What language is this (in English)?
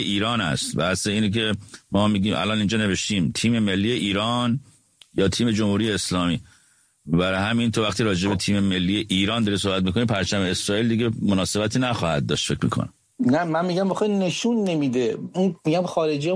Persian